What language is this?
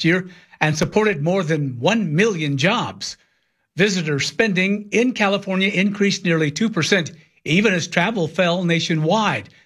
English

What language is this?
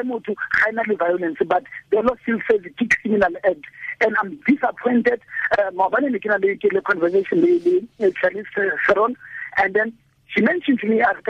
Tswana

